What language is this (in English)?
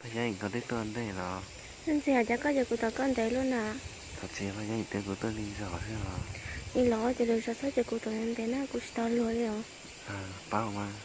Hmong